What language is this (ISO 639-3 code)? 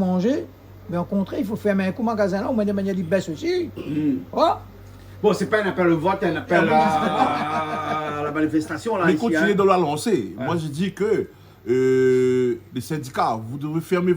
rcf